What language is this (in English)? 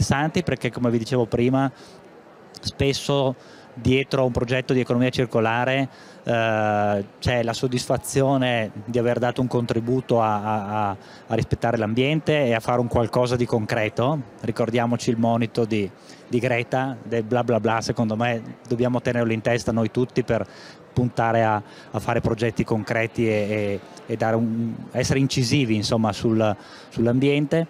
Italian